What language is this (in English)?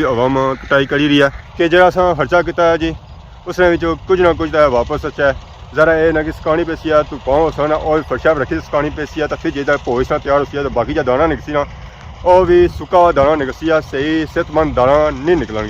Pahari-Potwari